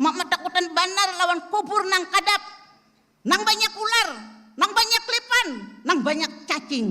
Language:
Banjar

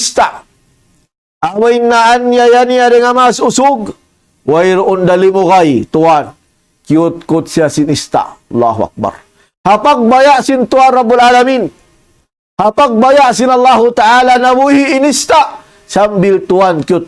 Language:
Tausug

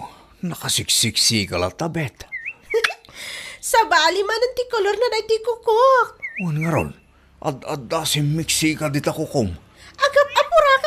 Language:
Iloko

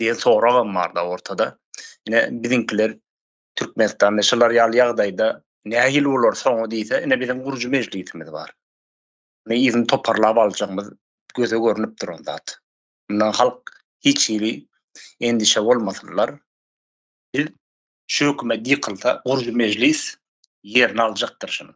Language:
Turkmen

